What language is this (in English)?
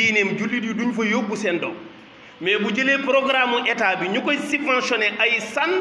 Wolof